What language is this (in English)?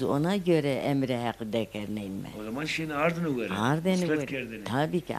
Zaza